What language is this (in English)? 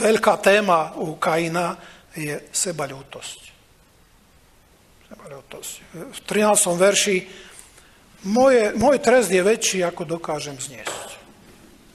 Slovak